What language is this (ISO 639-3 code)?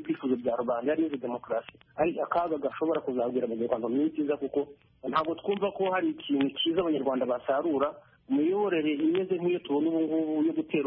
kin